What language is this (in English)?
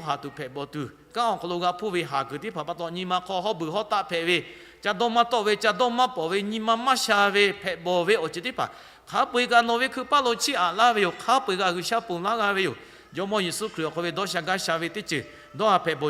Lahu